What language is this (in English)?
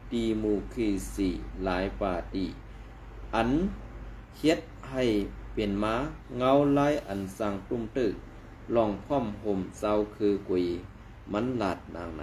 Shan